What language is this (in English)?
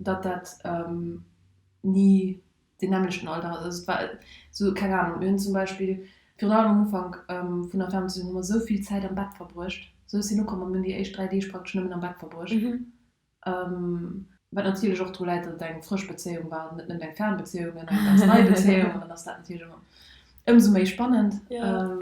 Luxembourgish